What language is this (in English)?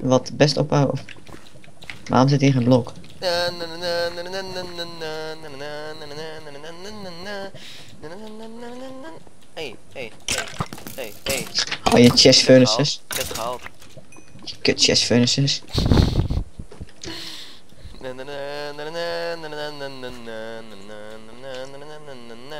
Dutch